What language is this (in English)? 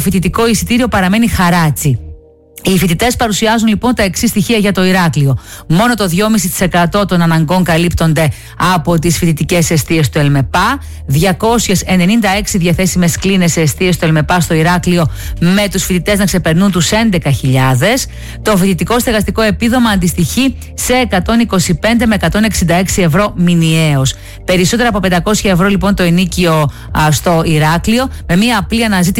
Greek